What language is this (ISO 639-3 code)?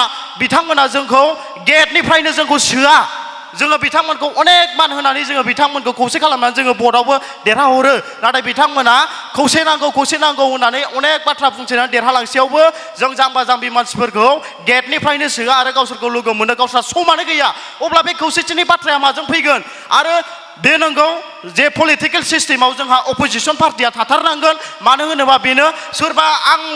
brx